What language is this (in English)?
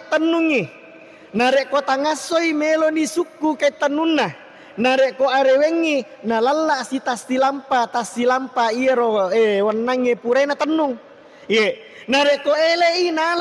Buginese